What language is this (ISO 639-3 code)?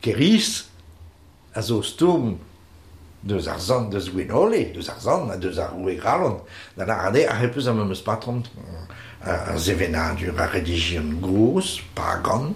bre